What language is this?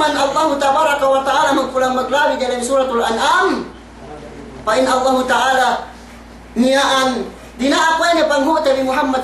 Yakan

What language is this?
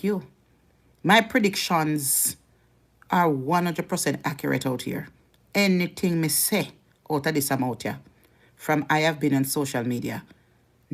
Jamaican Creole English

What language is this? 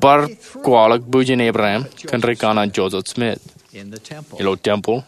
Marshallese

